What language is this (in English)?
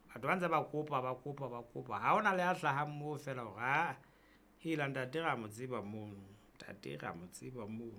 Southern Sotho